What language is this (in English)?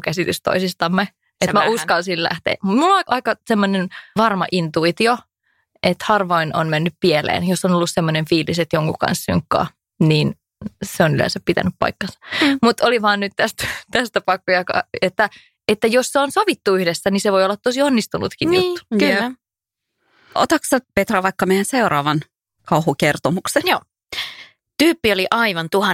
Finnish